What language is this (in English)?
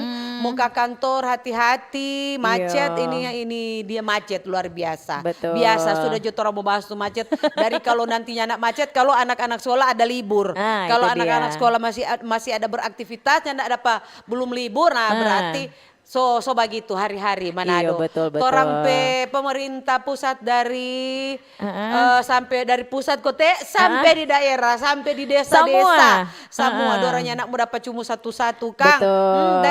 Manado Malay